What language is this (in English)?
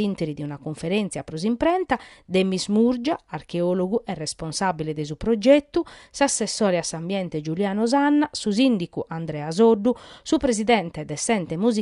Sardinian